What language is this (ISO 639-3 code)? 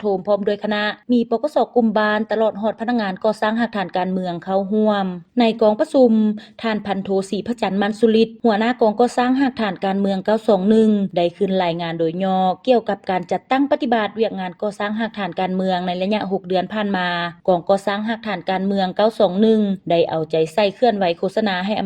lao